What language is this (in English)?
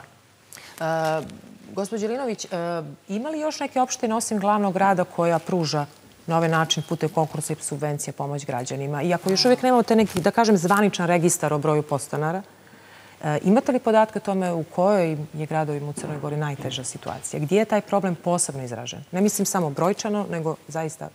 Serbian